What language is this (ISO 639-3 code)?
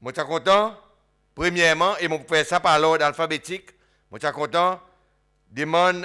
crs